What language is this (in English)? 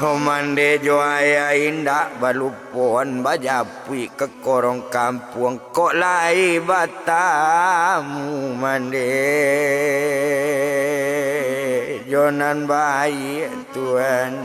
Minangkabau